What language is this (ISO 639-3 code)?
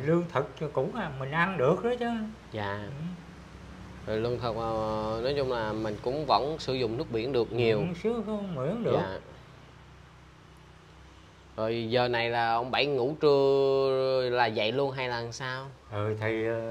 vie